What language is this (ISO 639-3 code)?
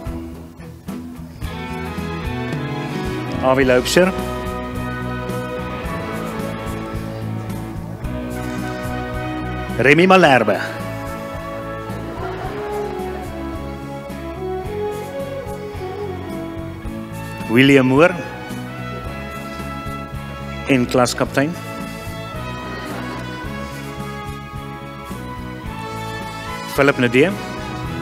afr